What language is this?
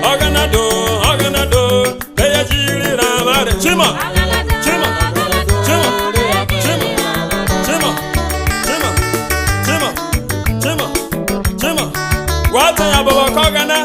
Urhobo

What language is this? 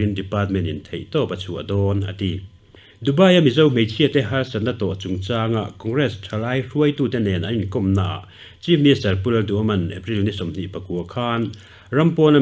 Mizo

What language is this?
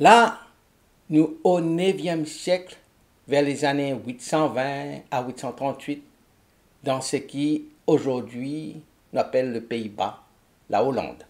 Morisyen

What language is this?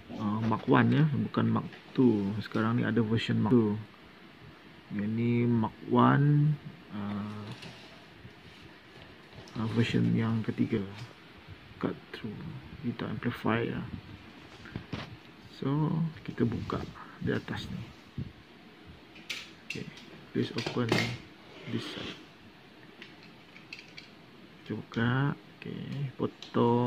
Malay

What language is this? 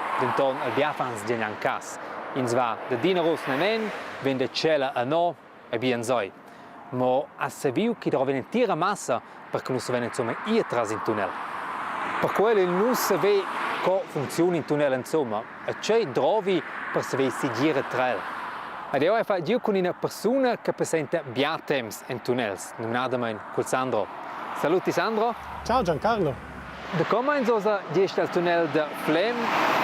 Romansh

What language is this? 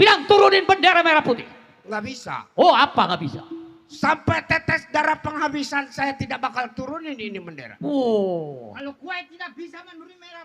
Betawi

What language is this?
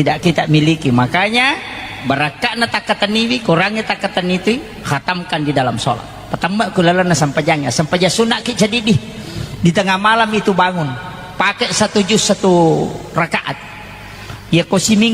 Buginese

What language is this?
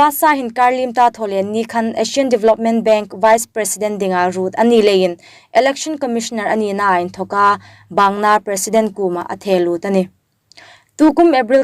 Hmar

